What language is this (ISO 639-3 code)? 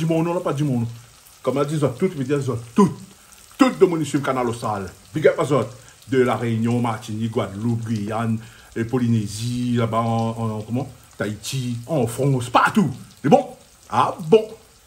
rcf